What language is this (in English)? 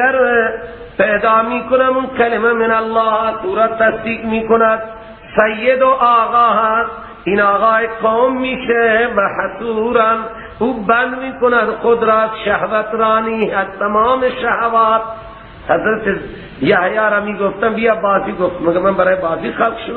Persian